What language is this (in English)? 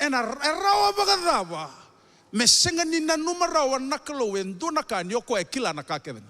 Fijian